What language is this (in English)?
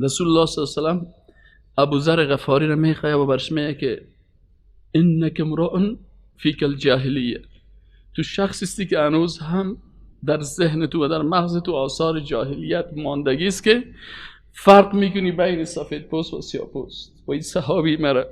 Persian